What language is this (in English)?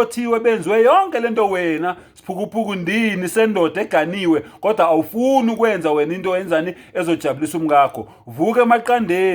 Zulu